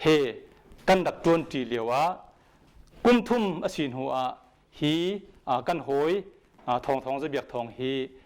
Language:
Hakha Chin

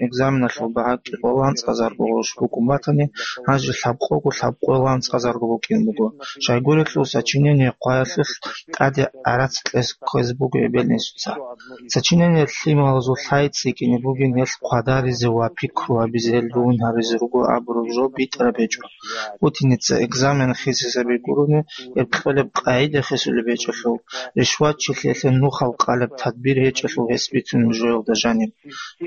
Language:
Avaric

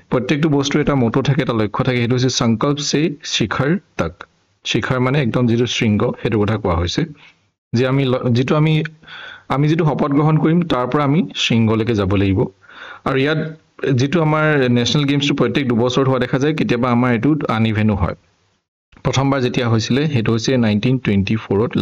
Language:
Assamese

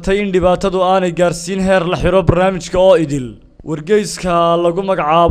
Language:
Somali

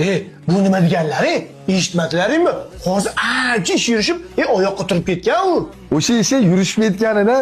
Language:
Uzbek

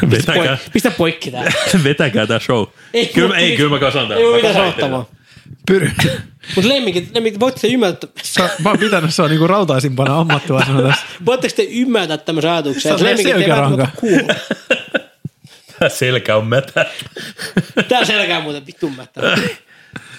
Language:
Finnish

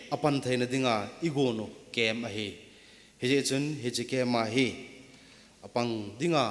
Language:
Thado Chin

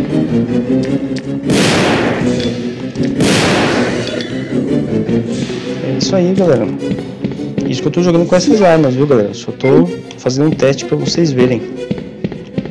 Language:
Portuguese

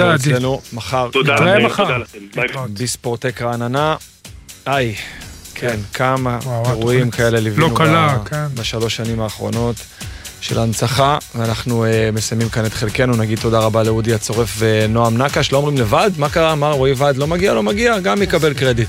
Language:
Hebrew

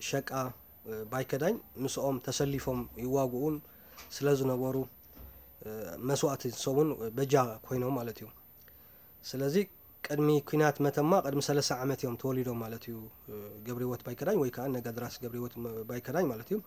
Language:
Tigrinya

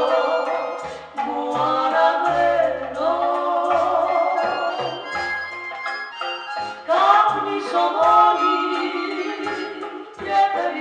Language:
Greek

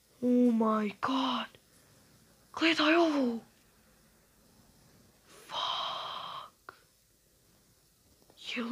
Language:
Croatian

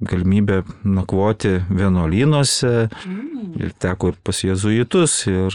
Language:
Lithuanian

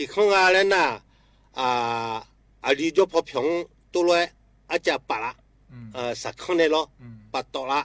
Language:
Akha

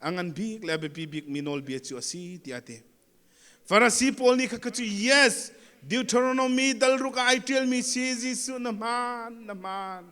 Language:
Hakha Chin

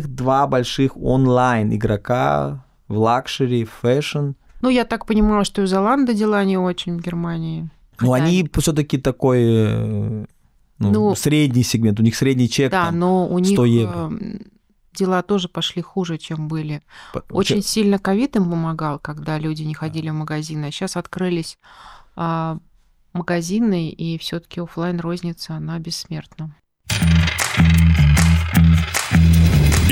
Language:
Russian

